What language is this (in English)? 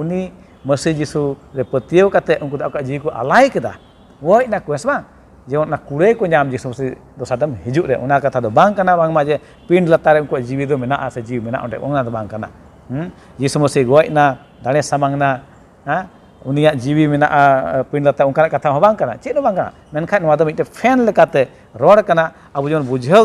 Santali